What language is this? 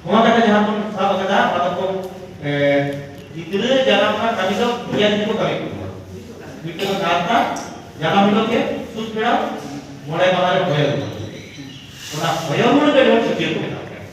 Santali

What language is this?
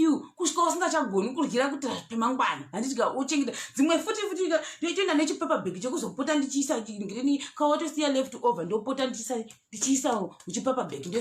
Shona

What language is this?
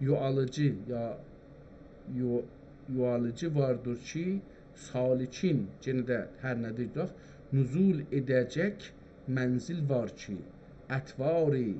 South Azerbaijani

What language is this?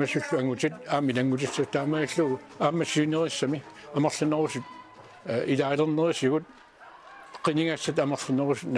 Kalaallisut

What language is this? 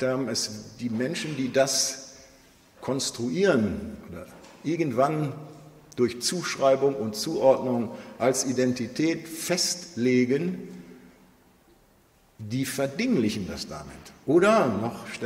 German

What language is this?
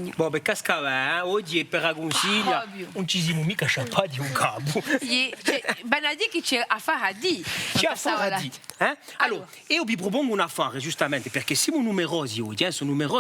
Corsican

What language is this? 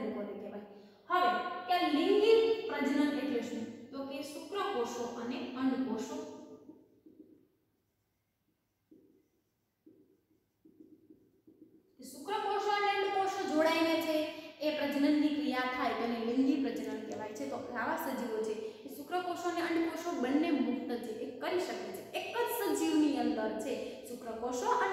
Gujarati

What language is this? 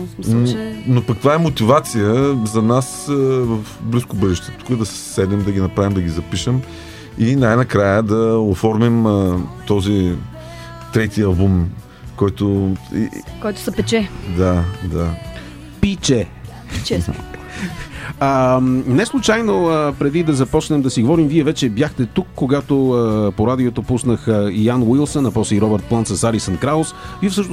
Bulgarian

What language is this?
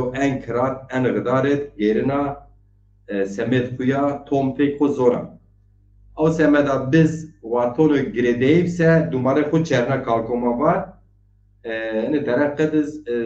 Zaza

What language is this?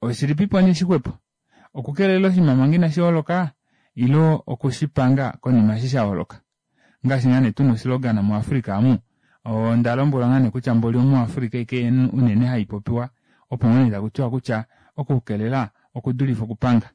Kuanyama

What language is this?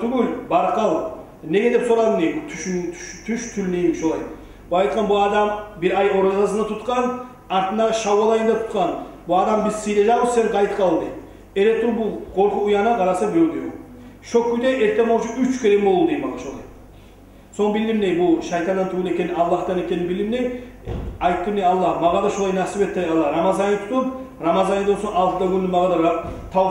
Kumyk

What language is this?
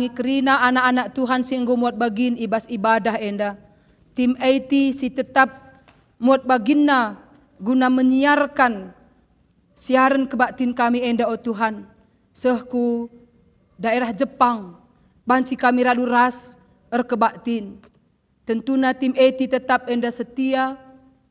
Batak Karo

